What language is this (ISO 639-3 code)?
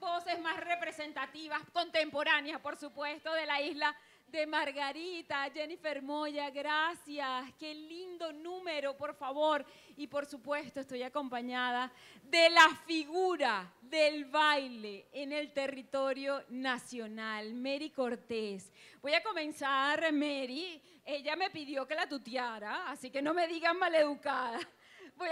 spa